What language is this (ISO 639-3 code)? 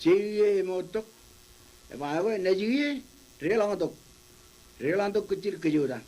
mah